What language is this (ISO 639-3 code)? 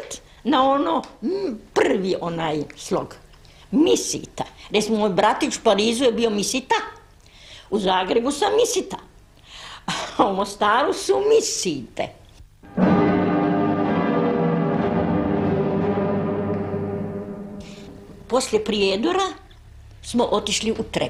hrv